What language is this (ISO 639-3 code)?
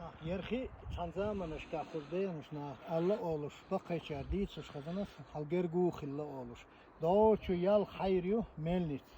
che